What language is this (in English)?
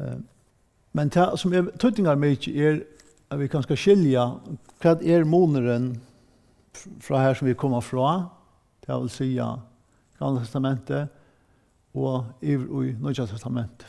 Faroese